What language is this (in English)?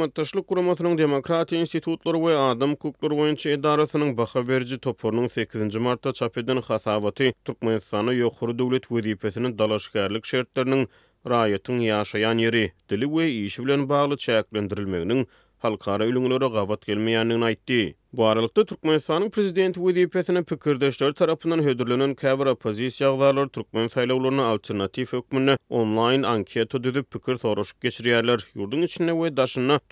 Turkmen